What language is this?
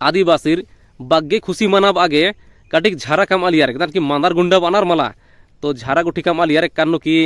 Kurukh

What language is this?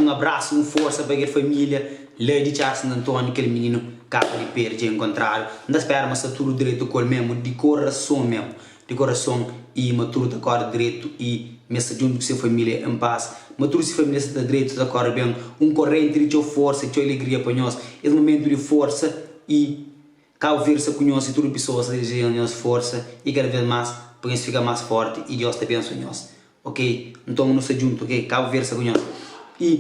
Kabuverdianu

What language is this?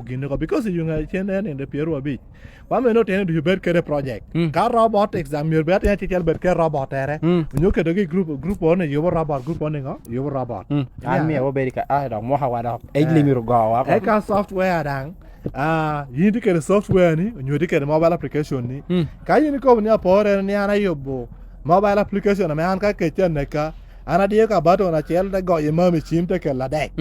Lango (Uganda)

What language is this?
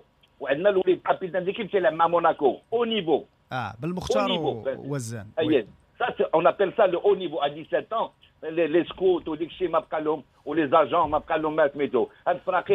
Moroccan Arabic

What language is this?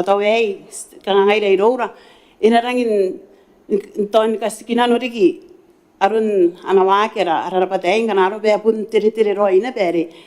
Gilbertese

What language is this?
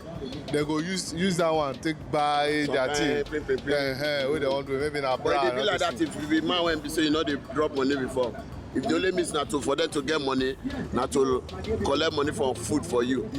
Nigerian Pidgin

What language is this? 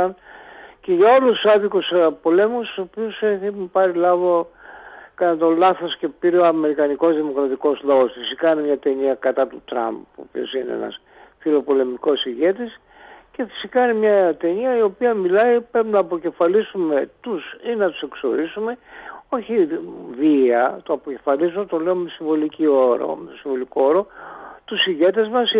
Greek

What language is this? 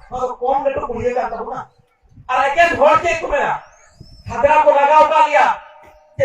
Santali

